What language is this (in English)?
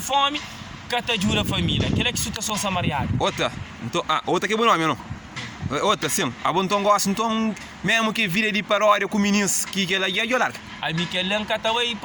Kabuverdianu